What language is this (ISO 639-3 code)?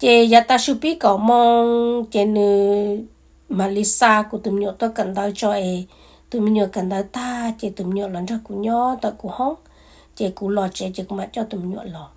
hmn